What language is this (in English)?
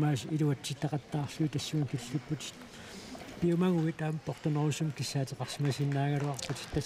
Kalaallisut